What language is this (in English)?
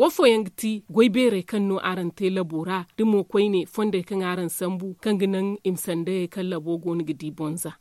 Zarma